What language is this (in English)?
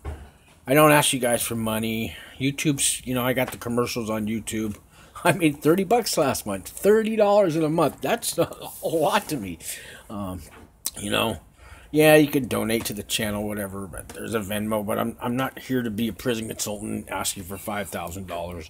English